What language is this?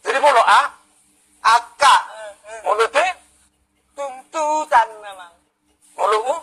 Batak Toba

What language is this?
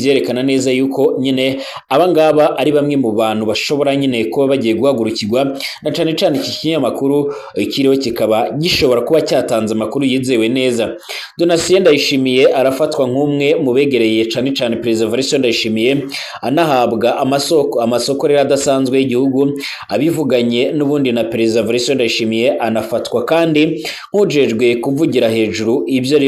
Rundi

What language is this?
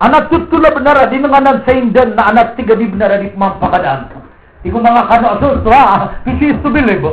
Maranao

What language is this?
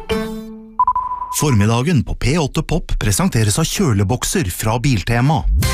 Norwegian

